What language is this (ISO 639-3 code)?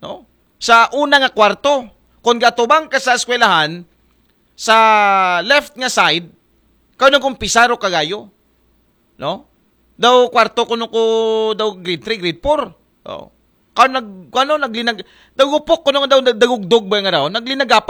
akl